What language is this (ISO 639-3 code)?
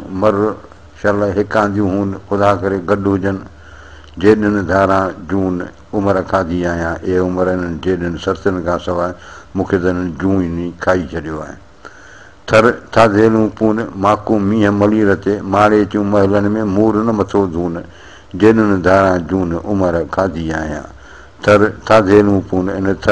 snd